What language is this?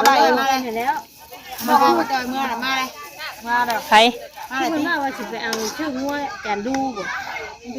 Northeastern Thai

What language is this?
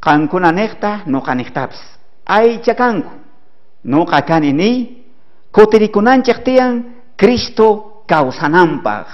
South Bolivian Quechua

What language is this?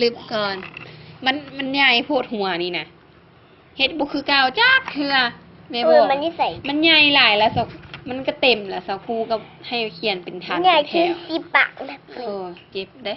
Lao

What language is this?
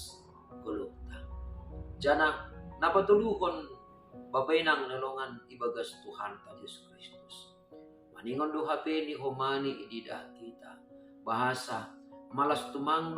Batak Simalungun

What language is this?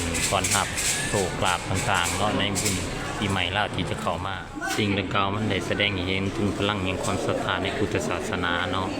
Lao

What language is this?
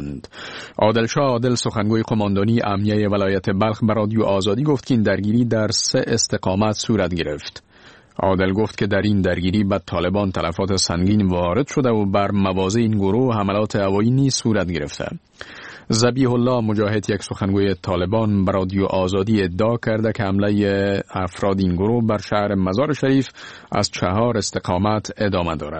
Persian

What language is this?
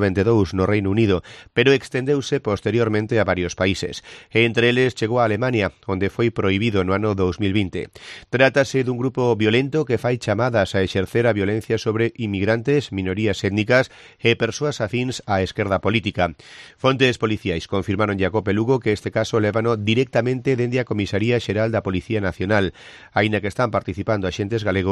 Galician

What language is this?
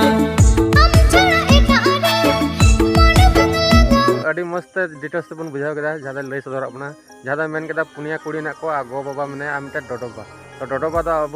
Santali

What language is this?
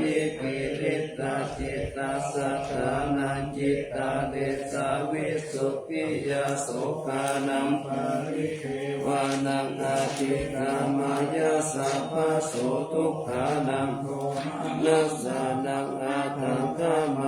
Pali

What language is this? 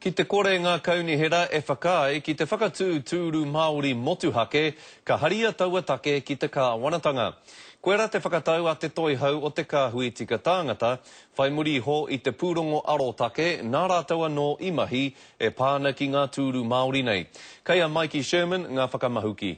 Māori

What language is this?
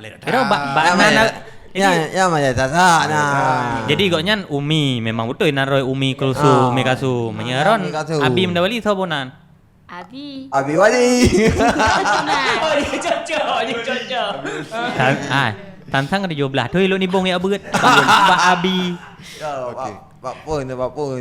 Achinese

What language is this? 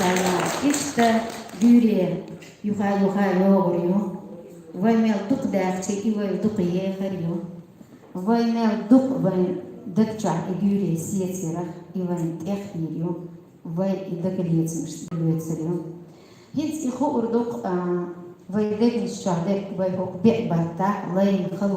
Chechen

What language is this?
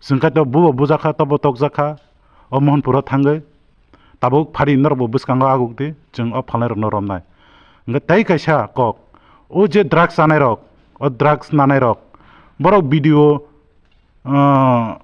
Kok Borok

